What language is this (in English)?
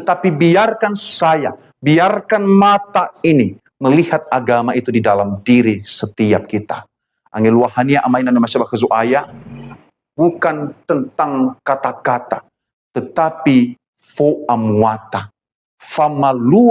Nias